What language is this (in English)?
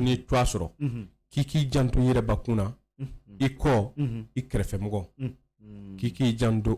Bambara